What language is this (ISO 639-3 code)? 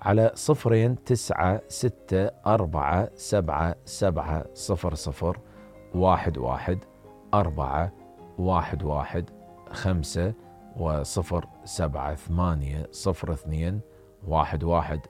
acm